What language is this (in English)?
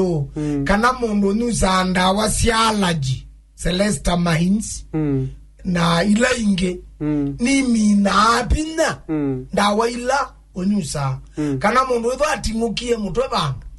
Kamba